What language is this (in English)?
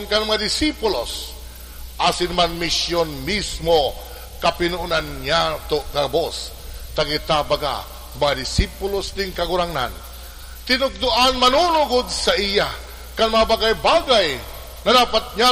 Bikol